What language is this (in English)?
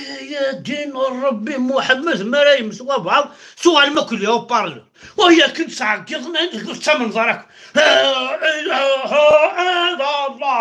Kabyle